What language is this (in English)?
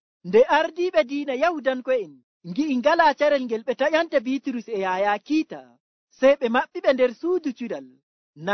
Nigerian Fulfulde